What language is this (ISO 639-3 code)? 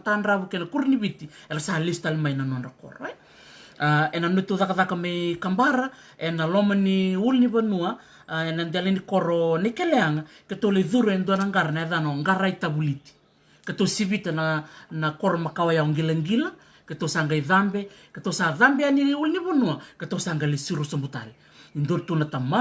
fij